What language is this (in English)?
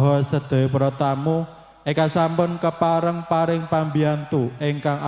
Javanese